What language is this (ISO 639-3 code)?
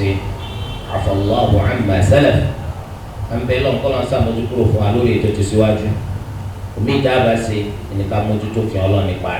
yor